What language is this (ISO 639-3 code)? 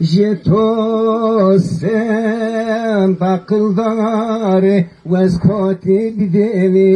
zza